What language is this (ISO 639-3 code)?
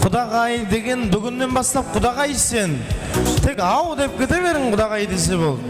kaa